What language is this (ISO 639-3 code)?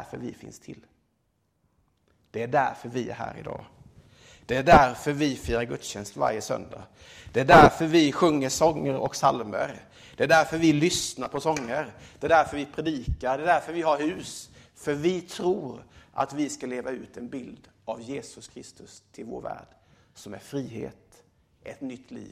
swe